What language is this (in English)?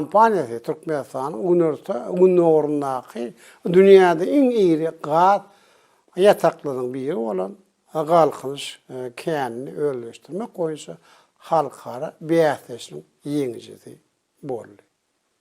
Turkmen